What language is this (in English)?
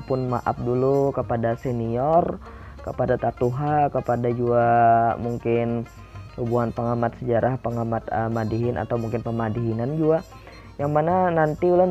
Banjar